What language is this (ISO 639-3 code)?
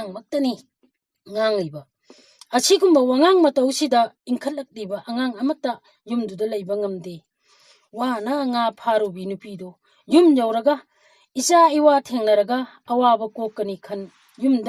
mni